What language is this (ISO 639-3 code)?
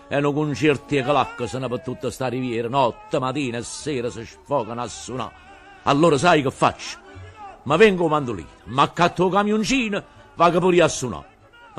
nap